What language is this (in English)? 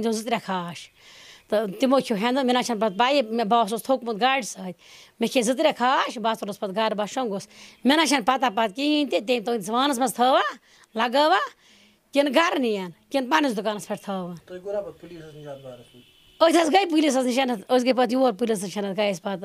Kashmiri